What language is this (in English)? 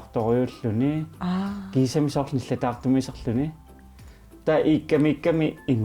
Kalaallisut